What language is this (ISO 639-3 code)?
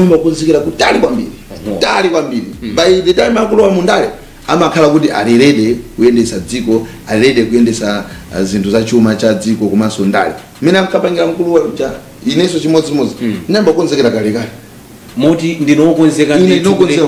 nya